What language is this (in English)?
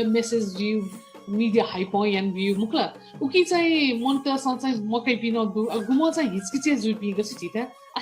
Newari